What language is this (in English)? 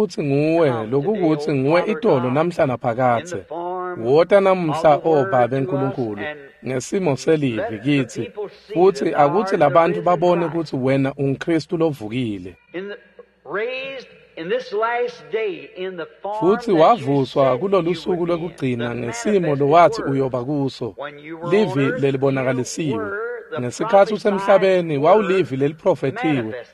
Swati